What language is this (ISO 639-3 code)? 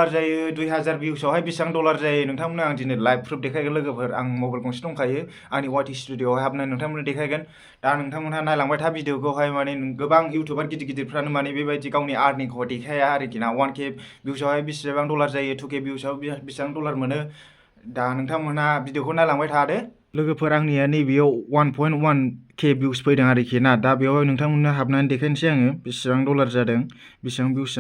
brx